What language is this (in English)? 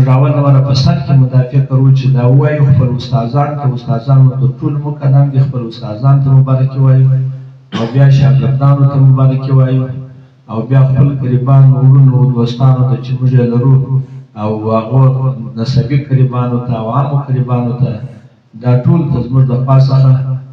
Pashto